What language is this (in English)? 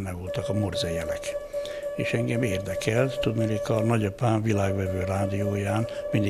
Hungarian